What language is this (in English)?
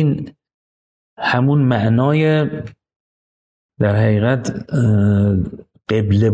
Persian